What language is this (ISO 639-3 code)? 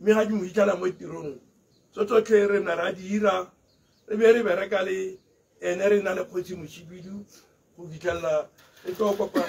tsn